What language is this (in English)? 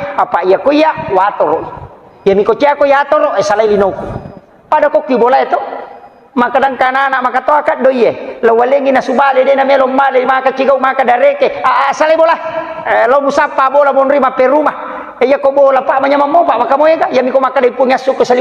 Buginese